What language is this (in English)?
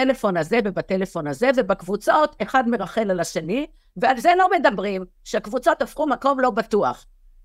Hebrew